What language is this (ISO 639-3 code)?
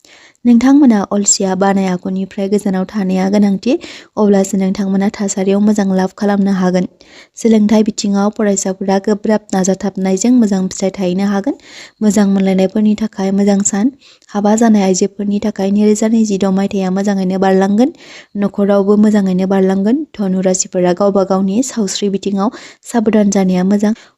brx